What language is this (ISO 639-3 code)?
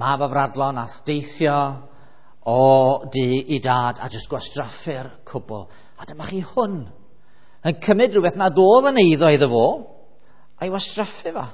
cym